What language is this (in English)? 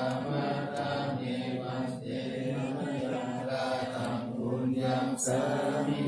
Pali